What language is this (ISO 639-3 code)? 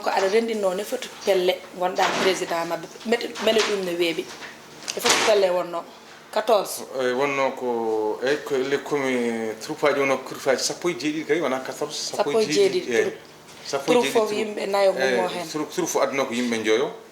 ful